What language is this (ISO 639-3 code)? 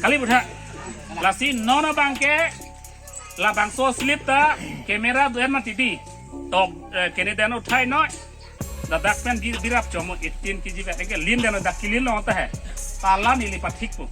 mjw